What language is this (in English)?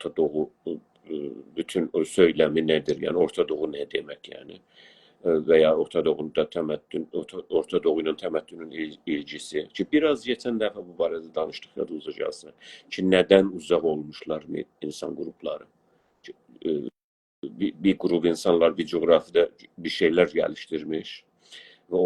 South Azerbaijani